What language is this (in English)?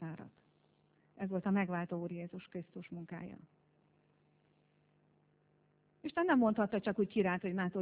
Hungarian